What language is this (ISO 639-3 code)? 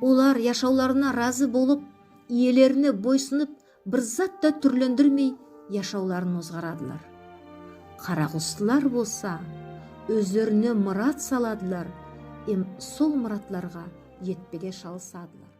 nog